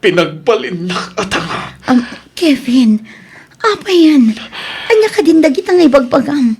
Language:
Iloko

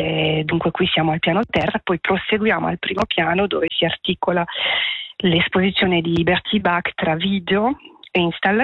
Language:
Italian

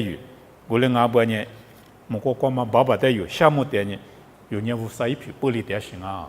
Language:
Lisu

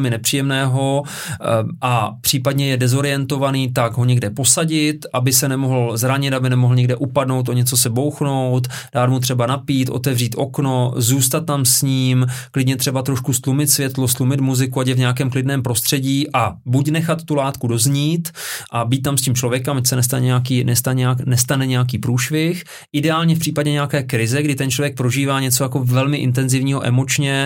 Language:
Czech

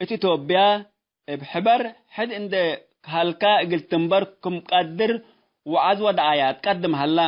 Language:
Tigre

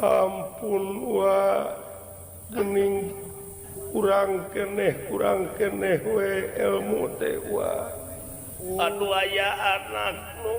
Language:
Sundanese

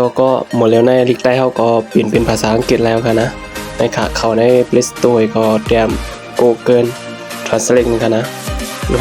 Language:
Shan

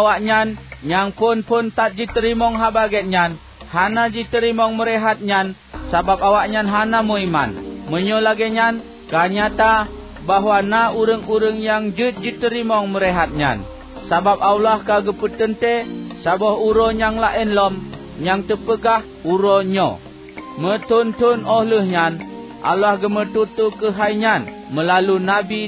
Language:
Achinese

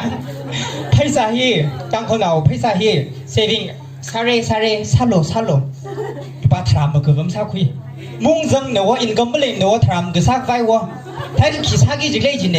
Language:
Tangkhul Naga (India)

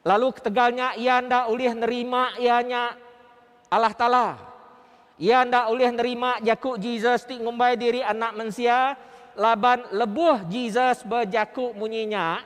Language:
Iban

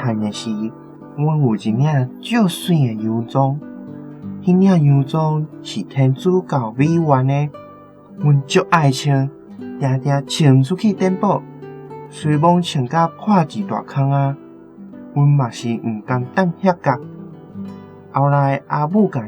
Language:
Min Nan Chinese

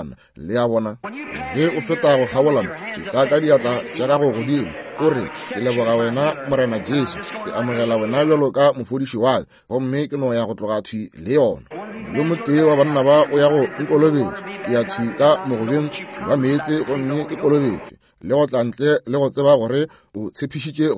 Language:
Northern Sotho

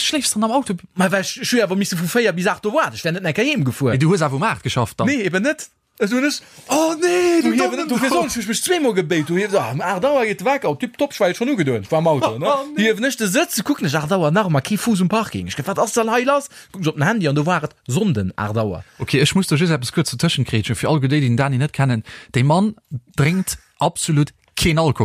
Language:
Luxembourgish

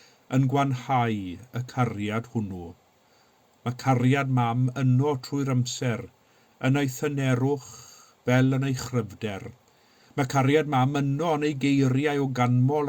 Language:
Welsh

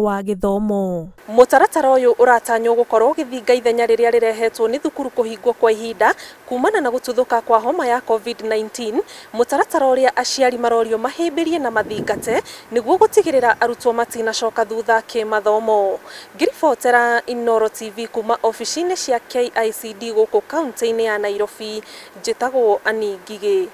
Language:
Kikuyu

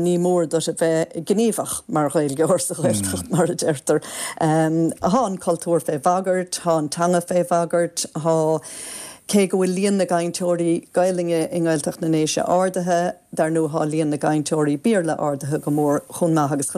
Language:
Irish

